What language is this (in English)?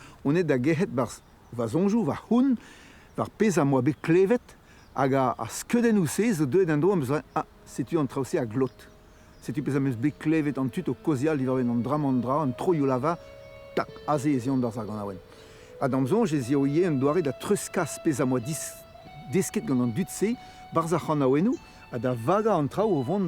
Breton